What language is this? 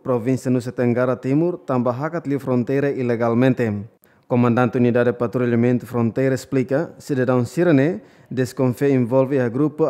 Tetum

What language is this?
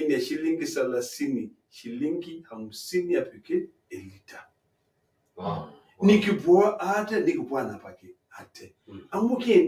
Masai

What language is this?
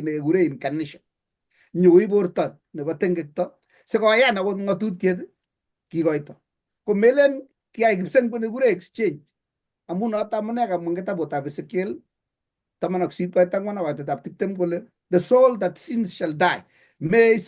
Kalenjin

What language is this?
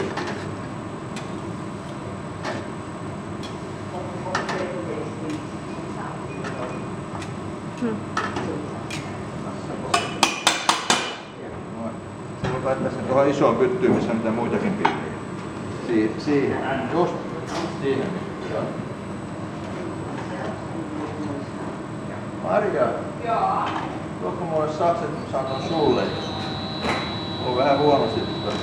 Finnish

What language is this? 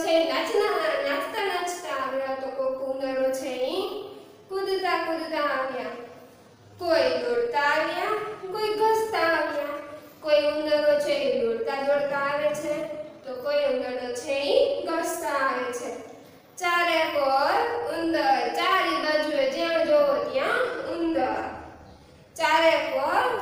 Gujarati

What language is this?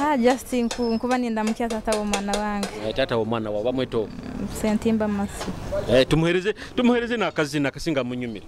Nyoro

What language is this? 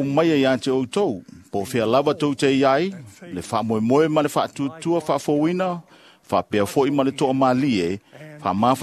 Samoan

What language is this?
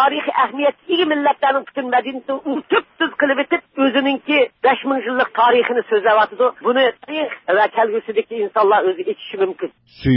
Uyghur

